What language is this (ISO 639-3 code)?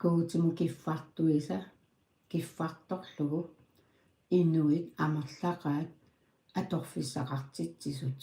kal